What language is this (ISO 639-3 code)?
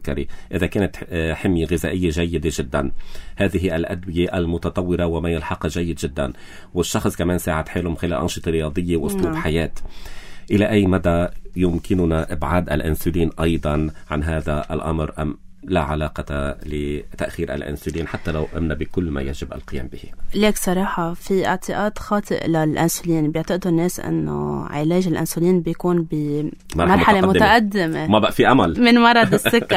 apc